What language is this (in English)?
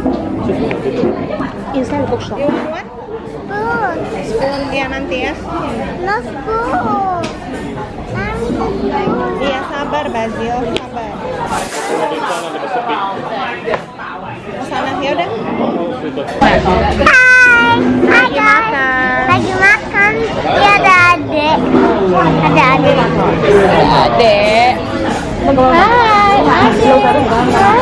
Indonesian